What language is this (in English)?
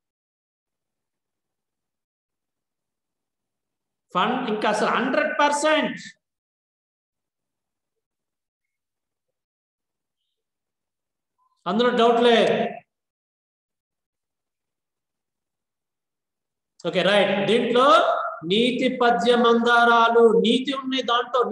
Telugu